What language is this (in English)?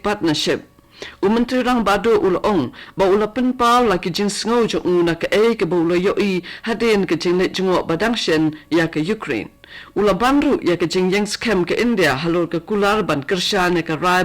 Khasi